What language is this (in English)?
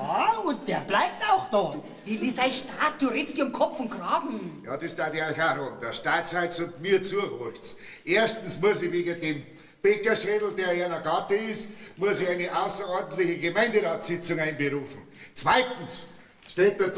Bavarian